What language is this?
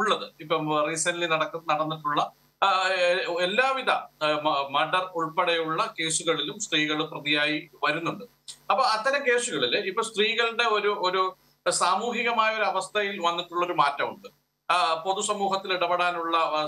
Malayalam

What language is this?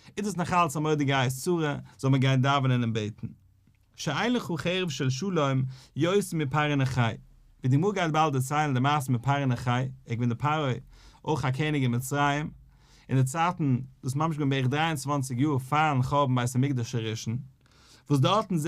Yiddish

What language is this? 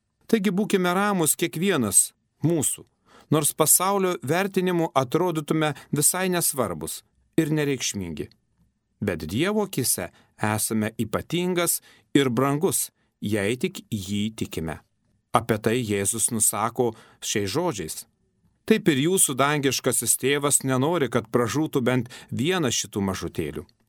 Lithuanian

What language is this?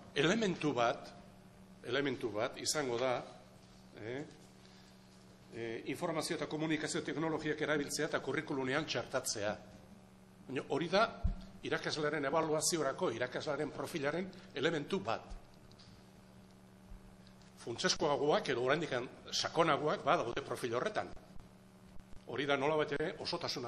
Basque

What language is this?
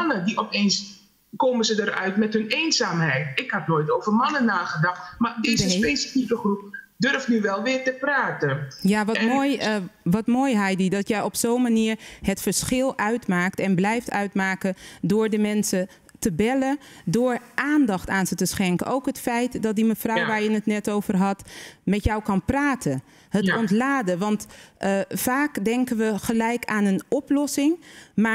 Dutch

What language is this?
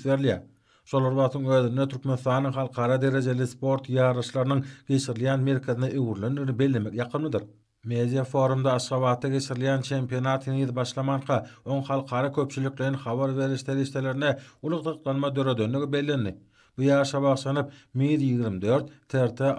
Turkmen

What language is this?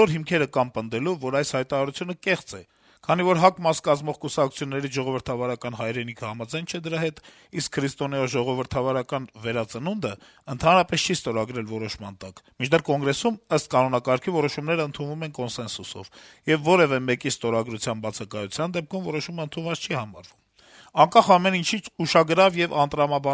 Armenian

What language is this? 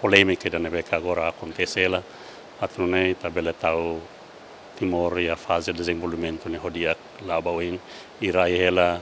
Tetum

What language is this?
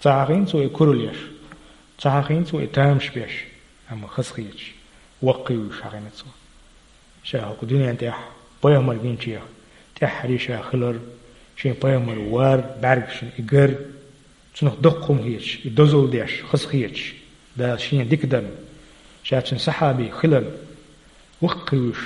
Chechen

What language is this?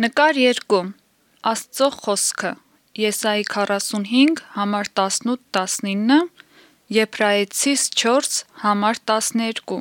Armenian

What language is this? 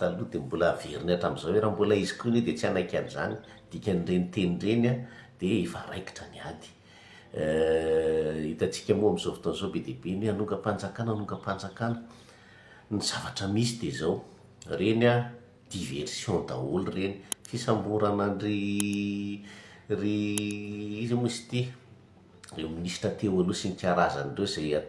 Malagasy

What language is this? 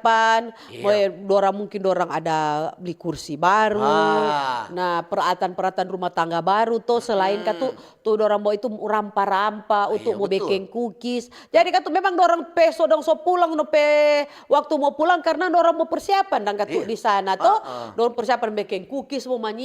Manado Malay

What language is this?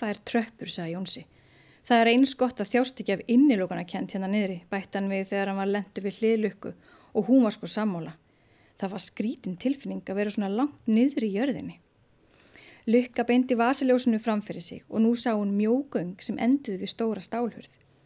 Icelandic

